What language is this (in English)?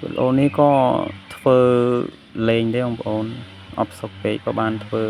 Khmer